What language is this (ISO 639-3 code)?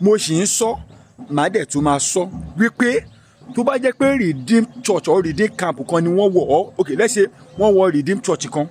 yor